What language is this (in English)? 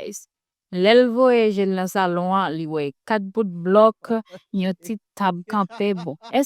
Haitian Creole